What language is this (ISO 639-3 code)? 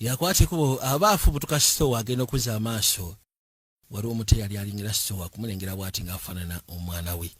lug